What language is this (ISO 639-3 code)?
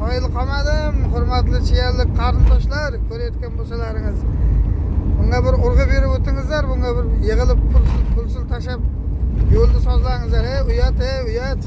uzb